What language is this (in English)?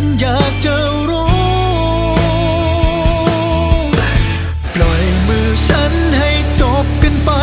Thai